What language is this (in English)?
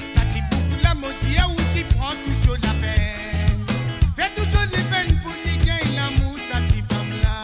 Morisyen